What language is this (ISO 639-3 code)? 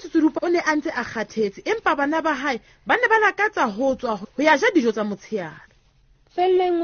sot